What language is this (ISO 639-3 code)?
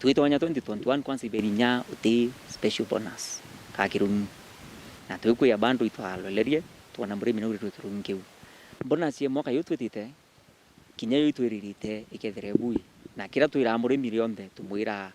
mer